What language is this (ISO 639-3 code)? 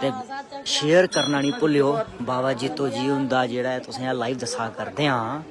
doi